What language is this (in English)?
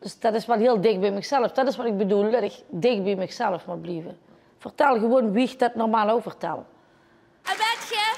Limburgish